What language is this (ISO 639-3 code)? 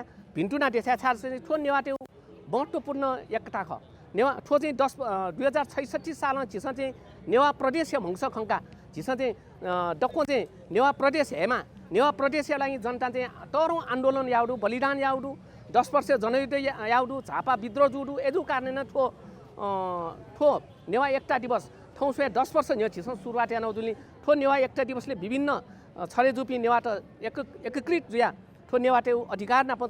new